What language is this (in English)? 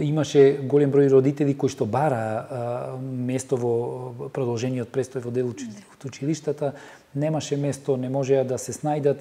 Macedonian